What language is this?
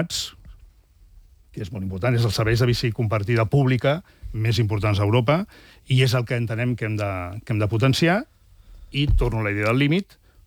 Catalan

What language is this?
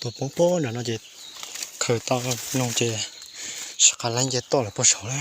Hmong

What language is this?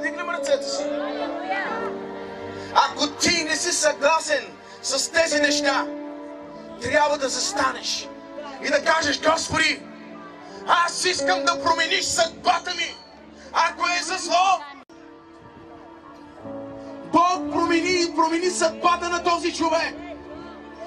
Bulgarian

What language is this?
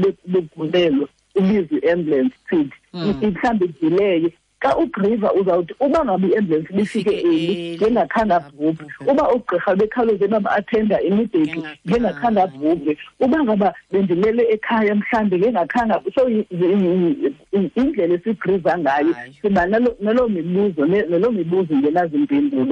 Xhosa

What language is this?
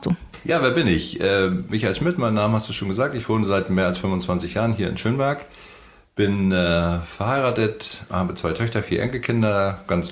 German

